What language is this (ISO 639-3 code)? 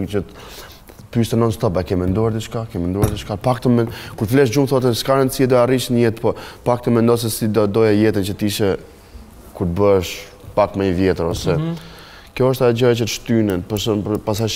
sqi